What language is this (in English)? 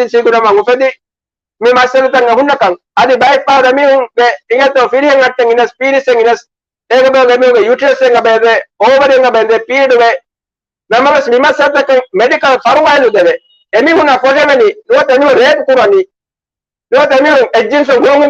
Divehi